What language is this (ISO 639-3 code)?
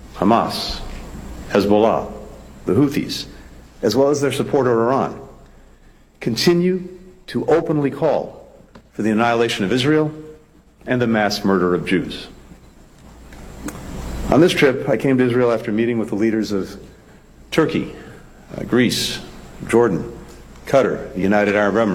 eng